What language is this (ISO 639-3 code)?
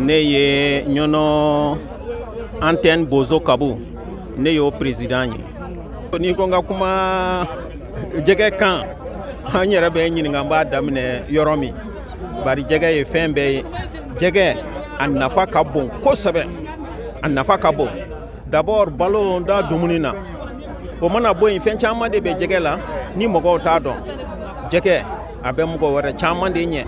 bam